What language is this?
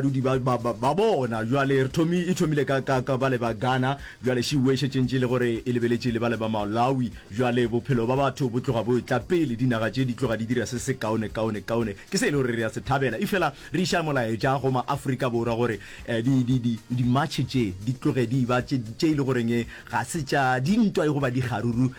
Northern Sotho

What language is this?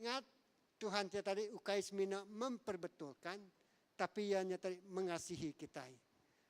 Iban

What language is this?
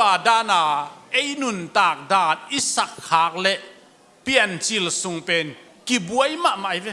Tedim Chin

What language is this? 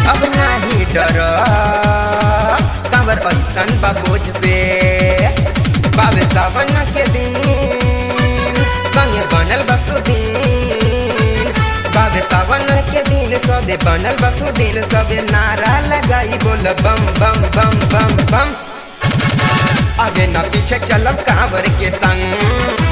Bhojpuri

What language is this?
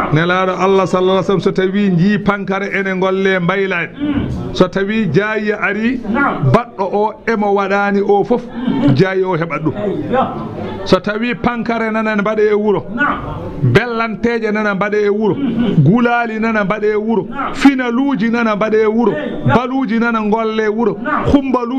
Fula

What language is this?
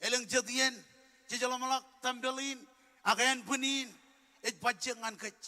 Marshallese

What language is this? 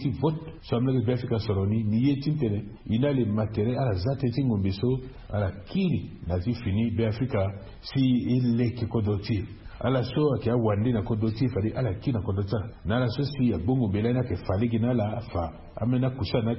Sango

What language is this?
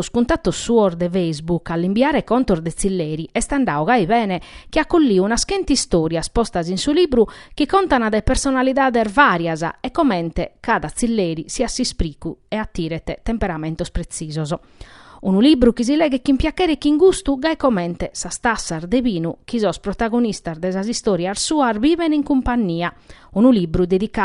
Sardinian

